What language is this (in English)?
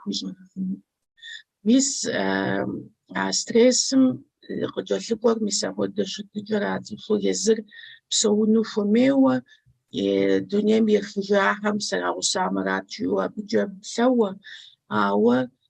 Kabardian